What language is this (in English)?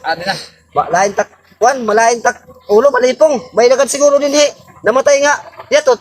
Waray